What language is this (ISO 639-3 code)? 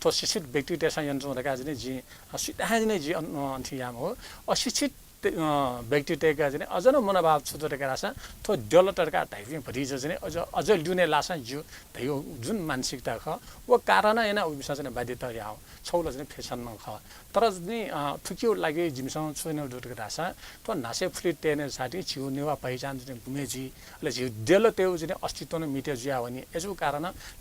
new